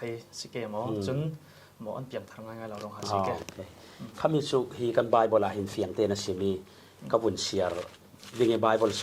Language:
Falam Chin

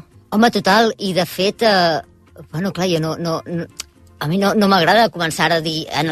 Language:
Catalan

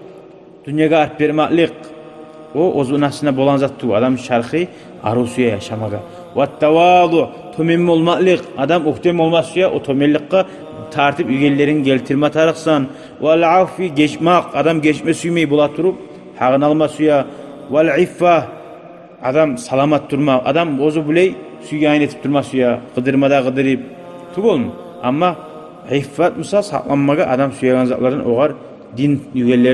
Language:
Kumyk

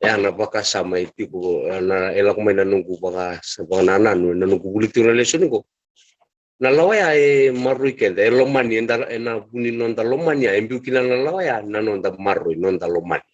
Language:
Fijian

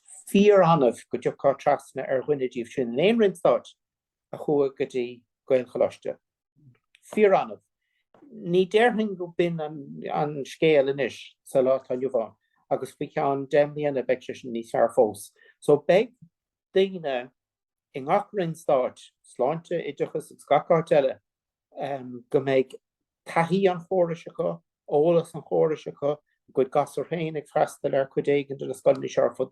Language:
Irish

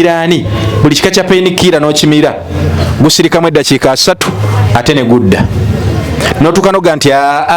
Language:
Ganda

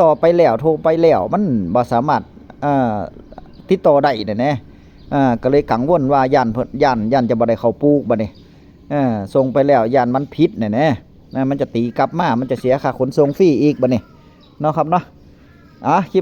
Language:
Northeastern Thai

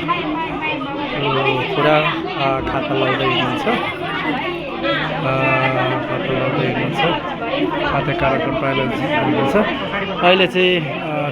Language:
Nepali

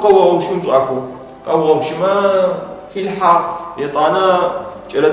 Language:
Adyghe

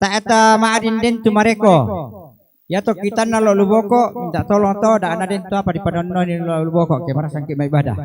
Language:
Toraja-Sa'dan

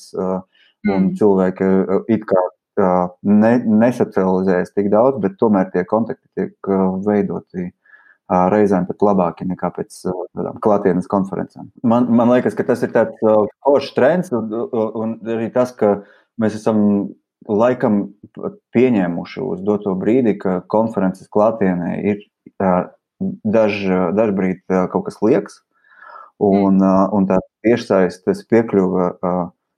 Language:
Latvian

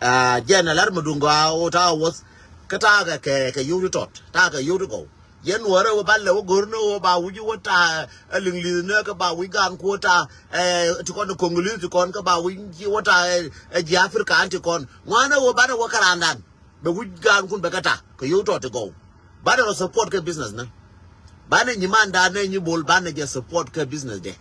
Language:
Nuer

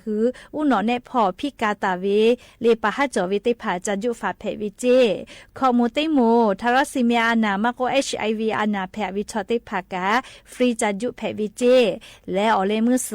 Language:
Lahu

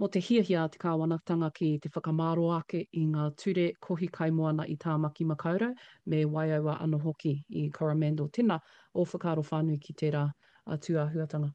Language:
Māori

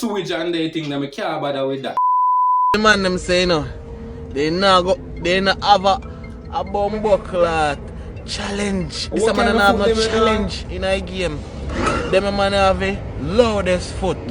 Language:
Jamaican Creole English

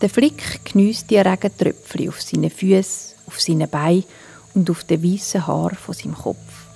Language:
Swiss German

